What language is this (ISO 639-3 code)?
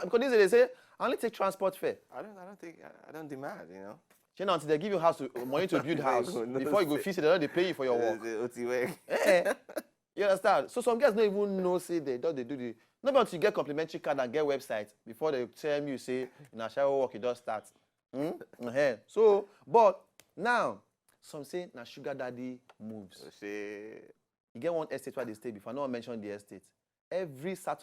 pcm